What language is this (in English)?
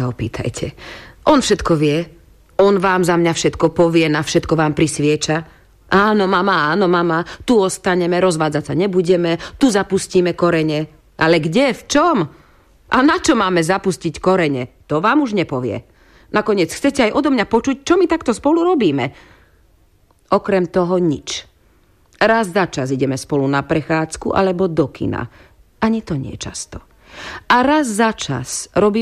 Slovak